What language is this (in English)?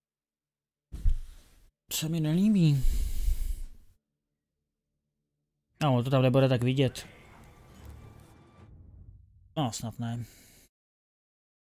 Czech